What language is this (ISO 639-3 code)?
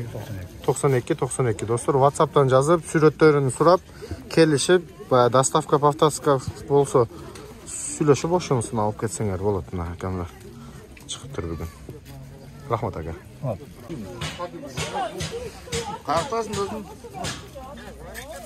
kaz